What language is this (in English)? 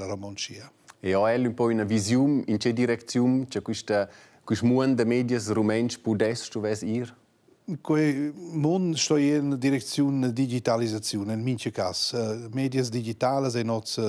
Romansh